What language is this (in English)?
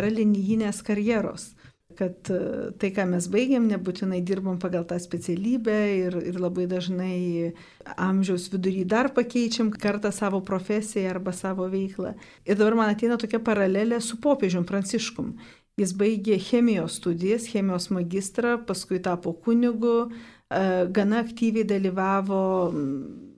Lithuanian